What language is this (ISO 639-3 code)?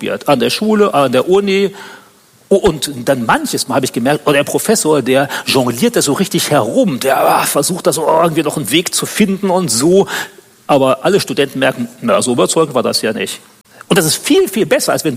deu